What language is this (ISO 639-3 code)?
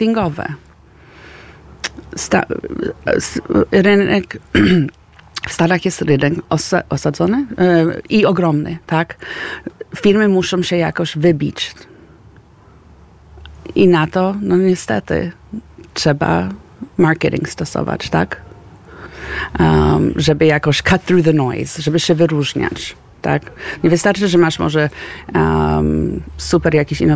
pol